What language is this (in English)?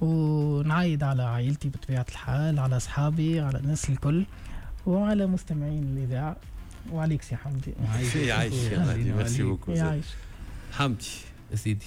Tunisian Arabic